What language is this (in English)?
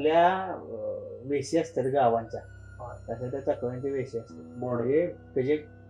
Marathi